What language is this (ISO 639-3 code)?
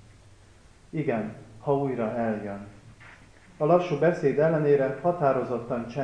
hun